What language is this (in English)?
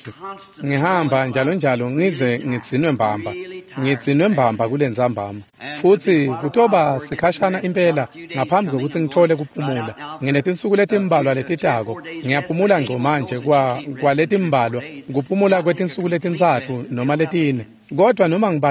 Swati